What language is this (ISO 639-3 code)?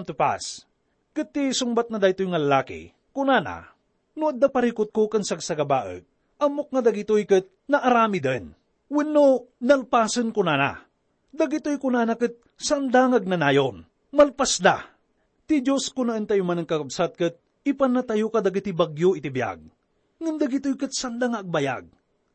ilo